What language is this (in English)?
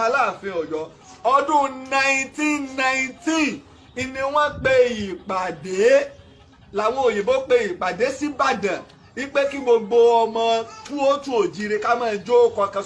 Yoruba